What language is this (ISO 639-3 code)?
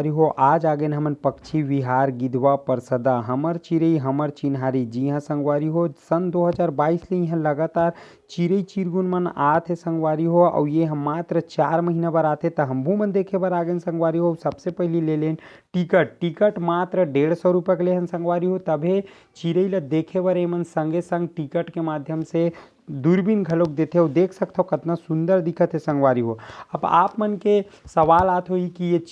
hne